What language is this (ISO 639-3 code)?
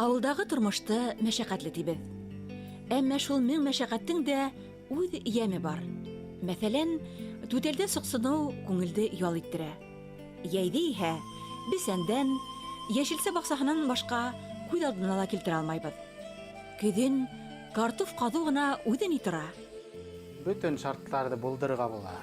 bak